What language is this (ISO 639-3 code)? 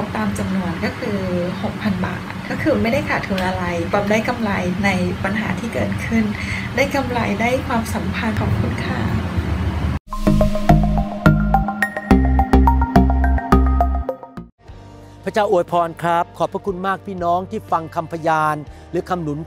tha